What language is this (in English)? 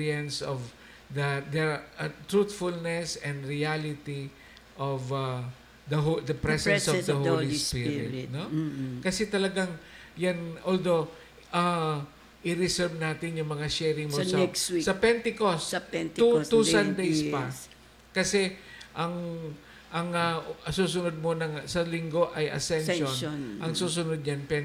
Filipino